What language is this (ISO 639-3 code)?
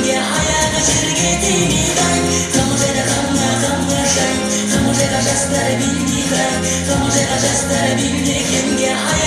kaa